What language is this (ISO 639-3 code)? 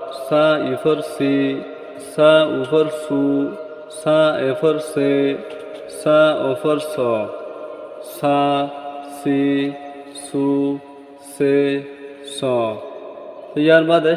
rhg